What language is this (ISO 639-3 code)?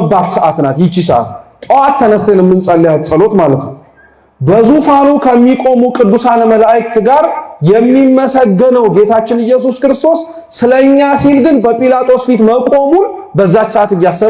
amh